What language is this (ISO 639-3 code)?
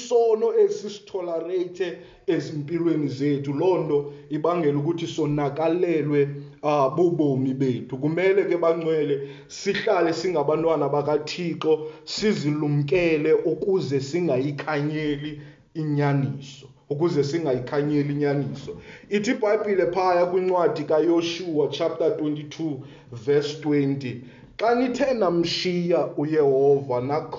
xho